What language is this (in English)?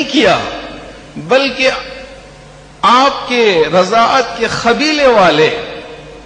Urdu